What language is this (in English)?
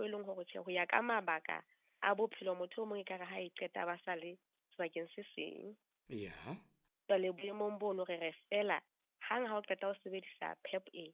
Southern Sotho